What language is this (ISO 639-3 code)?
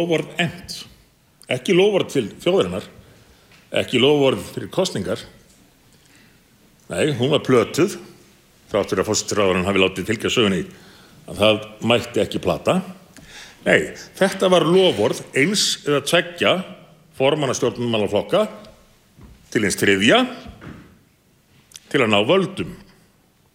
isl